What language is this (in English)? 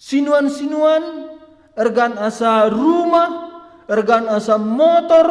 Batak Karo